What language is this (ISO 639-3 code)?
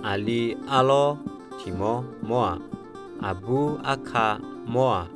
ahk